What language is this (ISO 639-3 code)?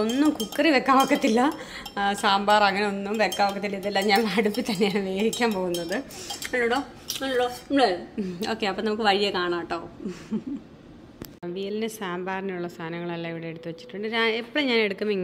mal